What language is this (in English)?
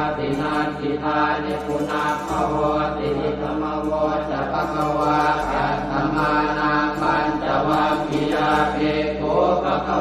Pali